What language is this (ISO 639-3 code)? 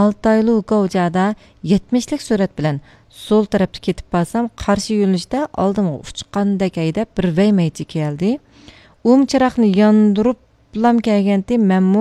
uig